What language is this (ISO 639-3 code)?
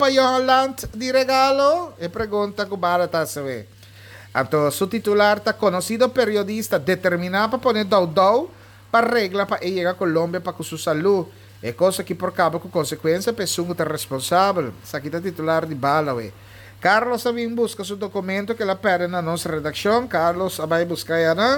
pap